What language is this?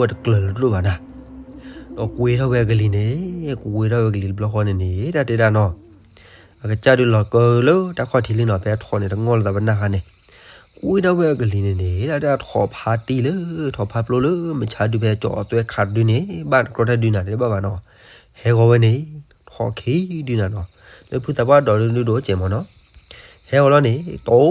S'gaw Karen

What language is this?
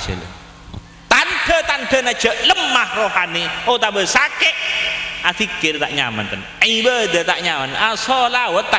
Madurese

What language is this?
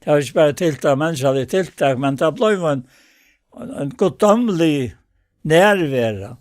Faroese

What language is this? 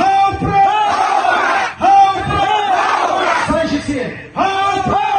Khasi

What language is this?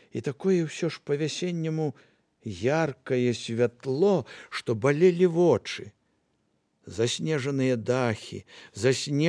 Belarusian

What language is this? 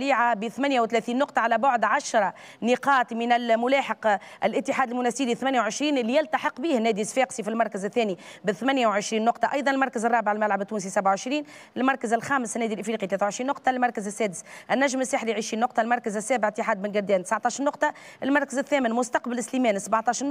Tunisian Arabic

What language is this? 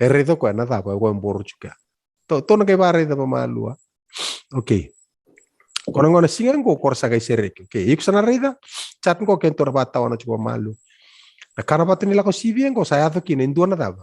Fijian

